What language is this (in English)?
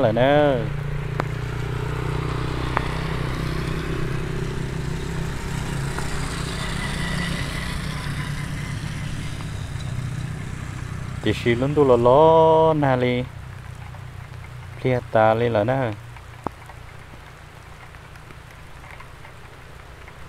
Vietnamese